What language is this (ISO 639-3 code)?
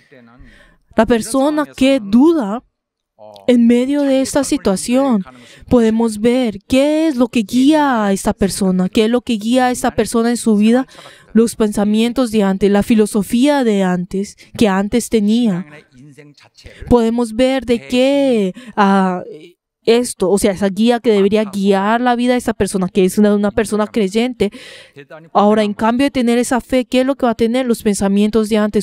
spa